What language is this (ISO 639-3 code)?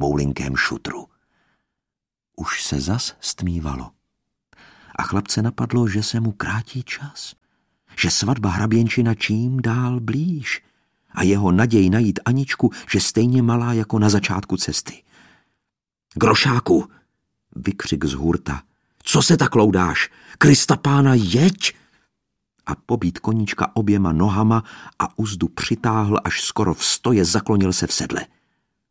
ces